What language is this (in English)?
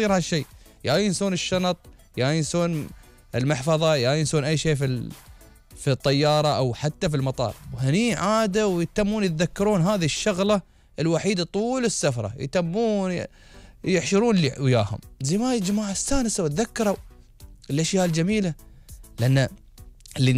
Gulf Arabic